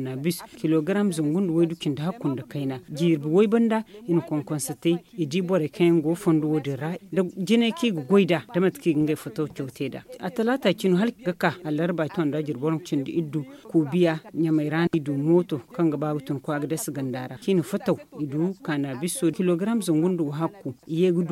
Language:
Zarma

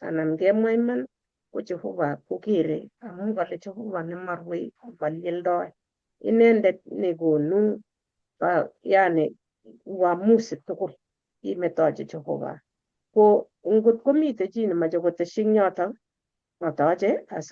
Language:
Kalenjin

